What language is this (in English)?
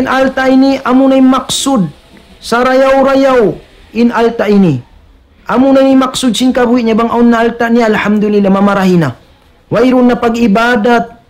Tausug